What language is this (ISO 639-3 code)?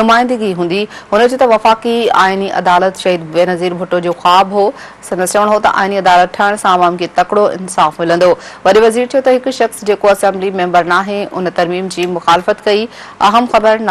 snd